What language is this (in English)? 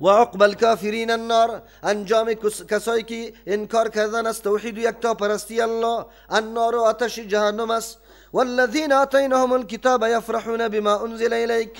Persian